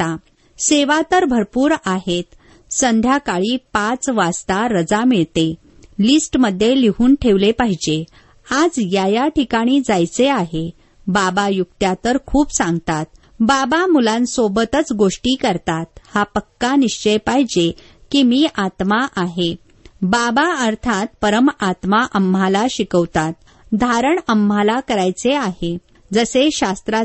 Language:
Marathi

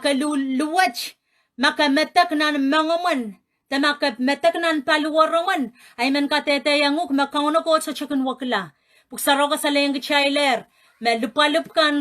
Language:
Pohnpeian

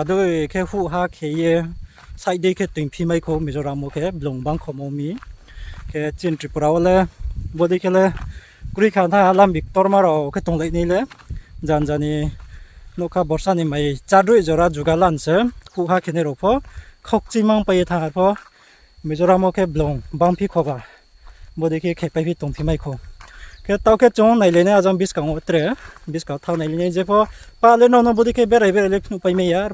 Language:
Riang (India)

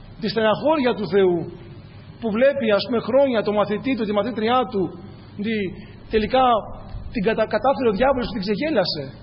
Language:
Greek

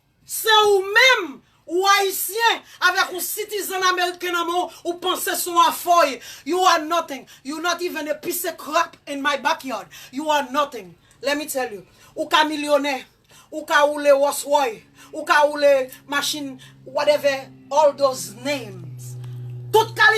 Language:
Haitian Creole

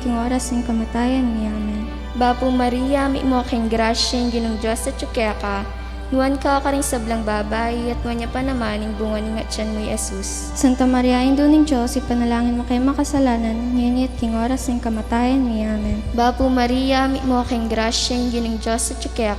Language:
Pampanga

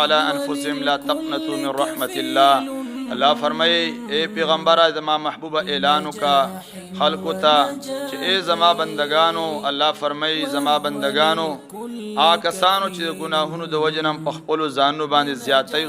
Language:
Pashto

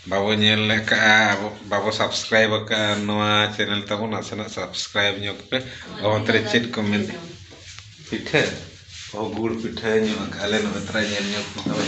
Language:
Santali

